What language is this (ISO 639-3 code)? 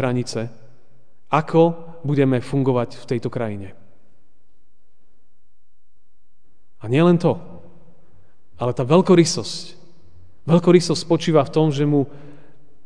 slk